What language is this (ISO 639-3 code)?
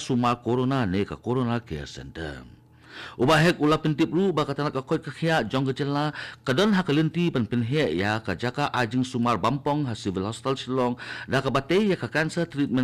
kha